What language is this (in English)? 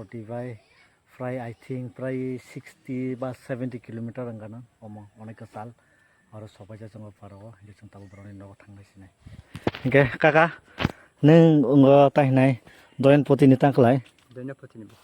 Kok Borok